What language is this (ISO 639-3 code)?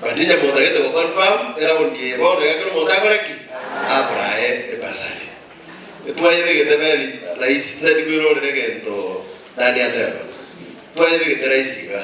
guz